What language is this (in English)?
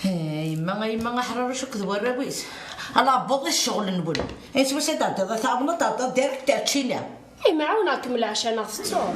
Kabyle